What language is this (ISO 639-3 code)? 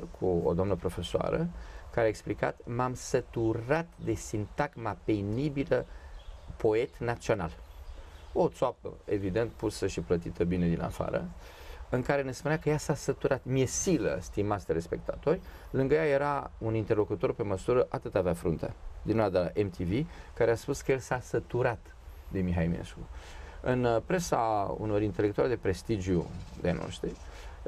ron